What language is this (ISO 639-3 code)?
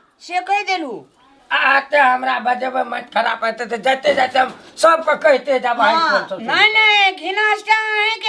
mai